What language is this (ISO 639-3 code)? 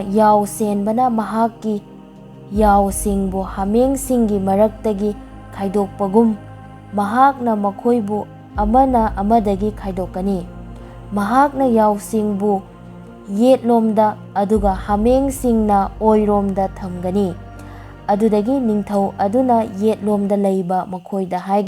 mni